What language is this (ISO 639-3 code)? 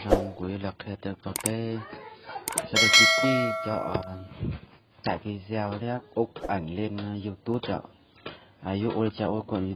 hmn